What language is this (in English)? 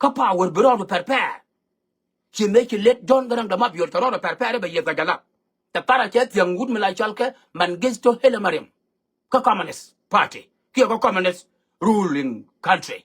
Nuer